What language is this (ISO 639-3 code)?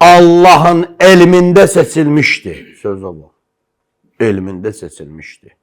aze